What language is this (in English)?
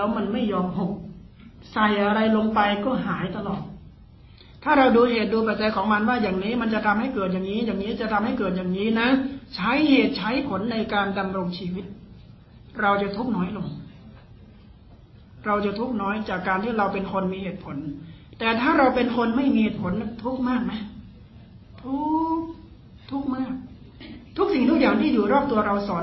Thai